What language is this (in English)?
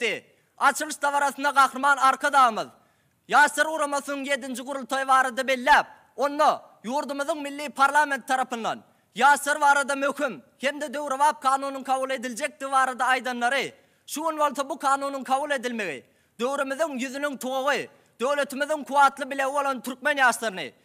Turkmen